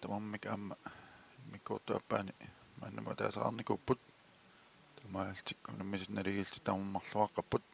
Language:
Kalaallisut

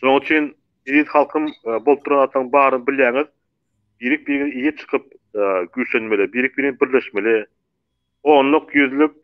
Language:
Turkmen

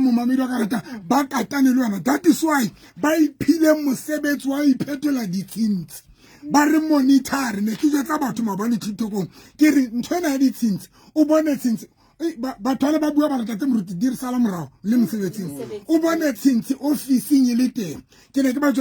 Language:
Southern Sotho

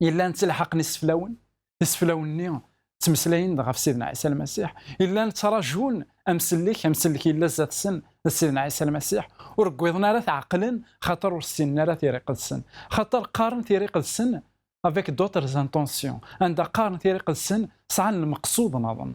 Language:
Kabyle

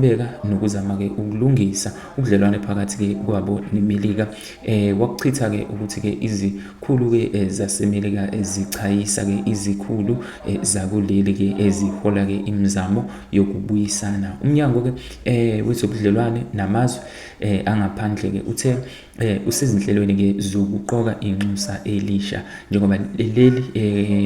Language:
Zulu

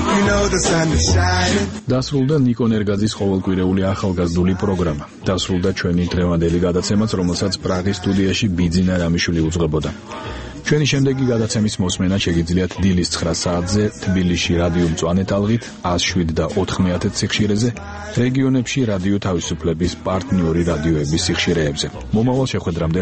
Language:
Georgian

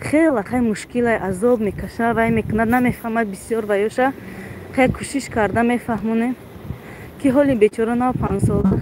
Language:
Tajik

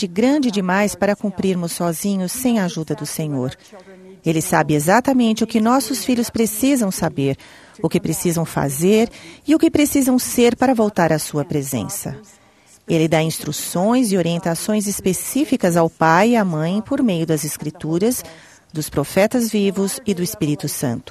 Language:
Portuguese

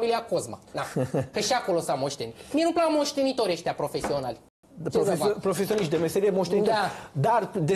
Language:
Romanian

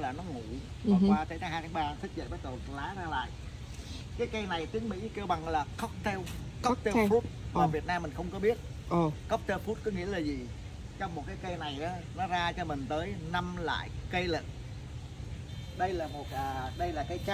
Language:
Vietnamese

